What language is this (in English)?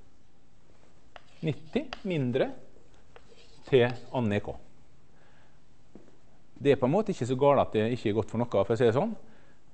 Norwegian